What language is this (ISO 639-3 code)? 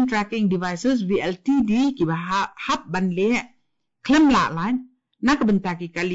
kha